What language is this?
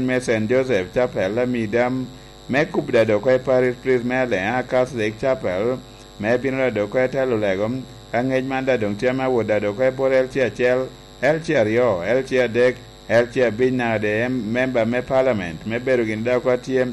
Lango (Uganda)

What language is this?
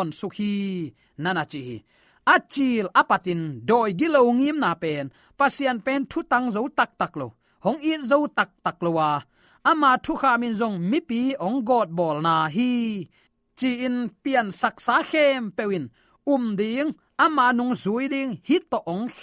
Tedim Chin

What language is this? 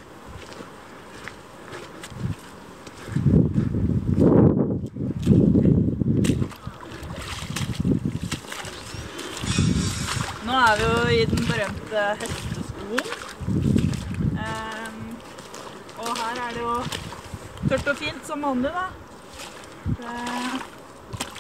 Norwegian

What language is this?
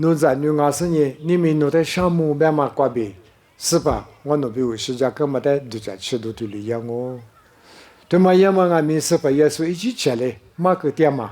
Lisu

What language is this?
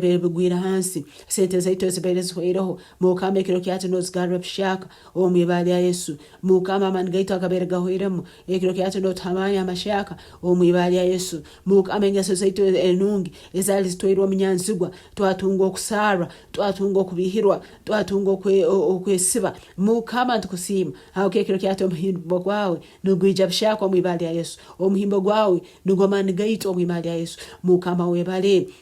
Nyankole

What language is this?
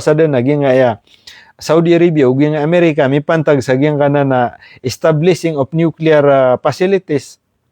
Maranao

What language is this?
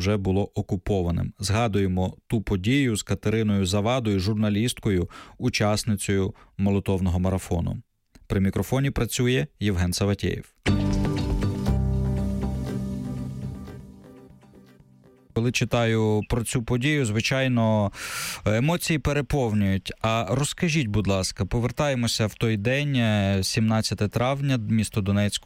Ukrainian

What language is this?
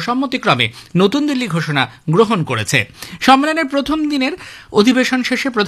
Bangla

